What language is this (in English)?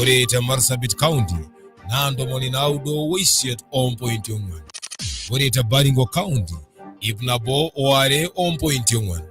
Masai